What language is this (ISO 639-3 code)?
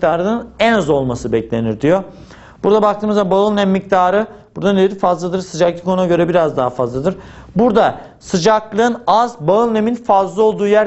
tur